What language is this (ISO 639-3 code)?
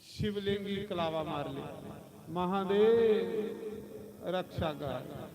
doi